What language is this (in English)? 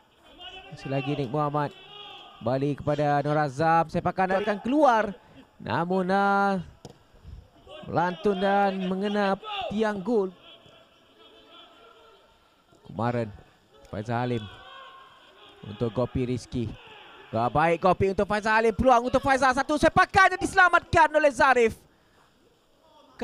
Malay